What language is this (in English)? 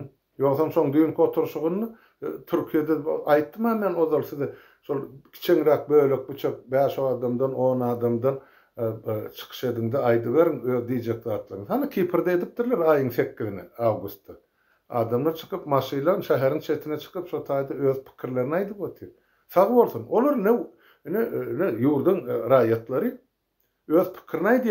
Turkmen